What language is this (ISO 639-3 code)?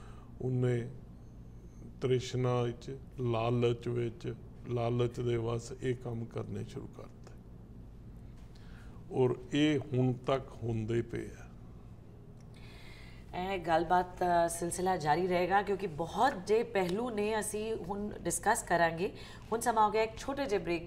pan